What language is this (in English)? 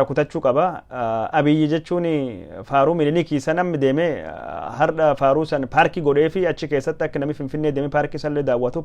Oromo